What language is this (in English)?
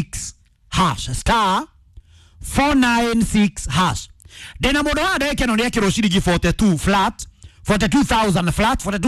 Kikuyu